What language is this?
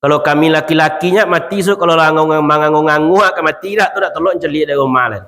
Minangkabau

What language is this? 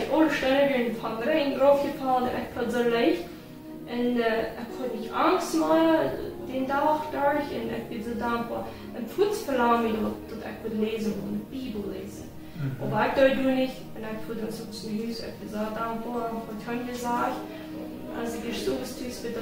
Plautdietsch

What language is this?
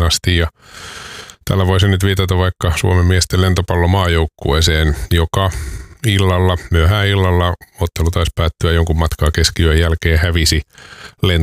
Finnish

